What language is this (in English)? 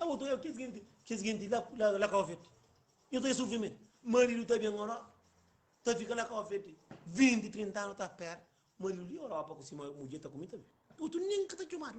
Kabuverdianu